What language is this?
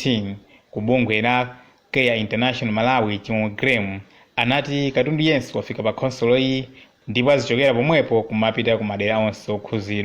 Nyanja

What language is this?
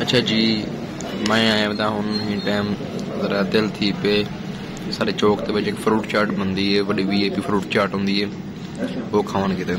Saraiki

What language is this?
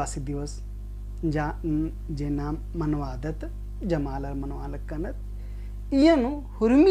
Kurukh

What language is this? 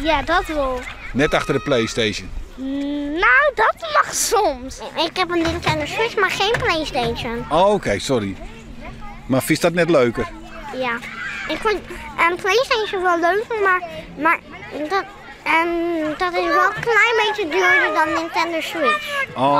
Western Frisian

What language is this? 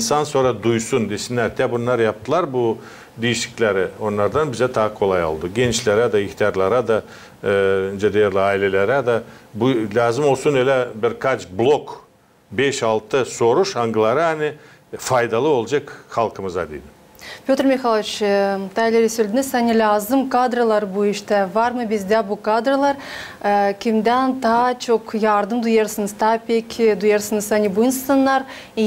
Gagauz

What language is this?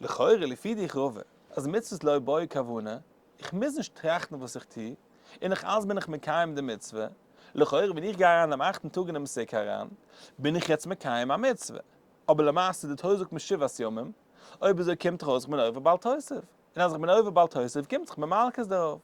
Yiddish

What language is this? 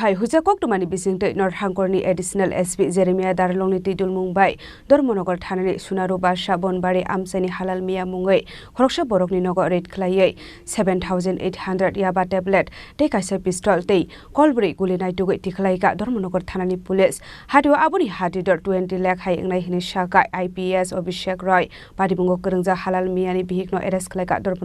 Kok Borok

